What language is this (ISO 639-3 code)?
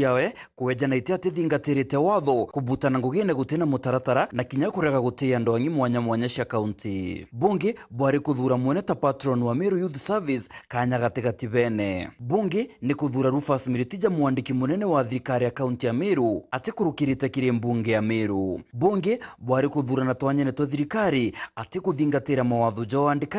mer